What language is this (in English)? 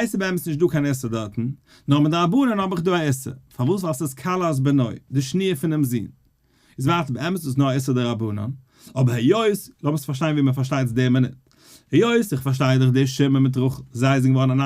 Yiddish